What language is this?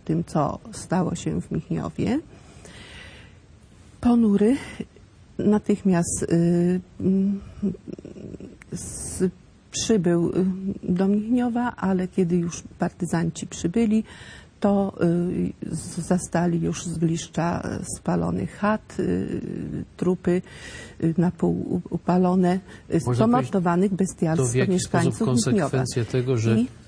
Polish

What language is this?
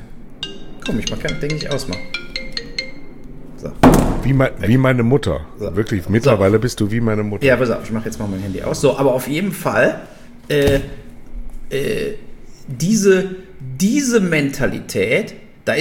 German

